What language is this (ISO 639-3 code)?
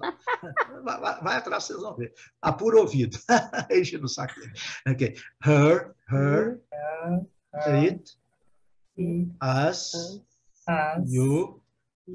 por